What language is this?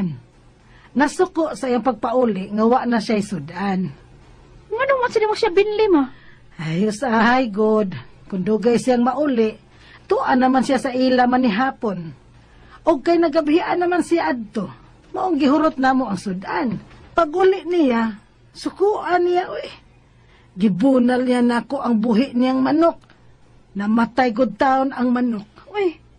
Cebuano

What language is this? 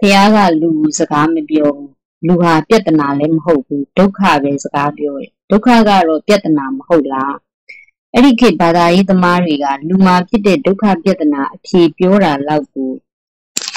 Burmese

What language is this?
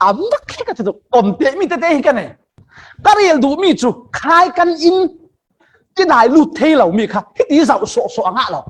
Falam Chin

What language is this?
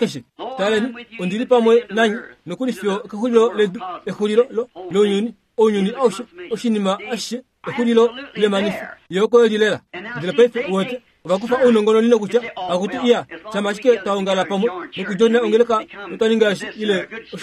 Kuanyama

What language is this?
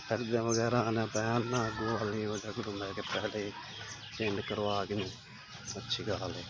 Saraiki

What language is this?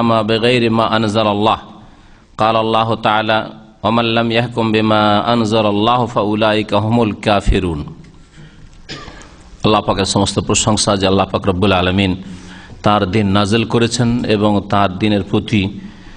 Bangla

